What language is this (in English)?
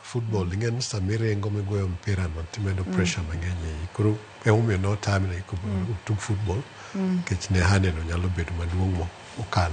Luo (Kenya and Tanzania)